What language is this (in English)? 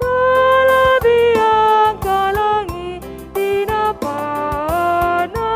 Batak Karo